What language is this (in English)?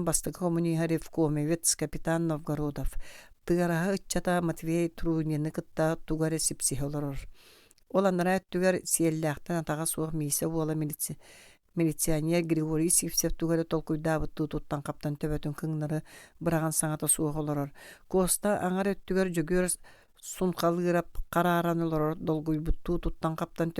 Yakut